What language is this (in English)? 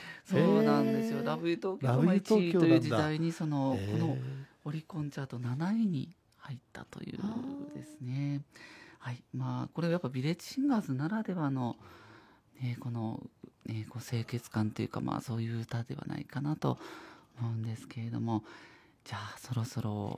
Japanese